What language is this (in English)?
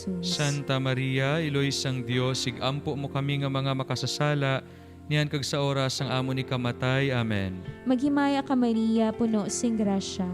Hiligaynon